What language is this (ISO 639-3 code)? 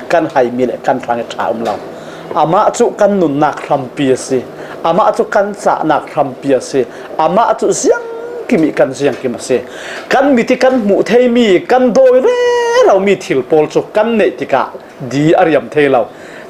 cfm